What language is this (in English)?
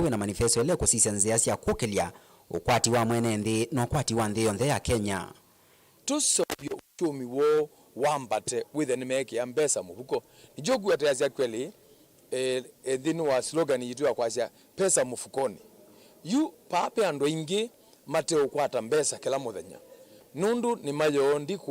Kamba